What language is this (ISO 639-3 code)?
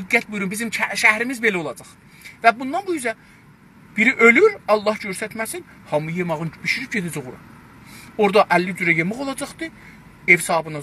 azb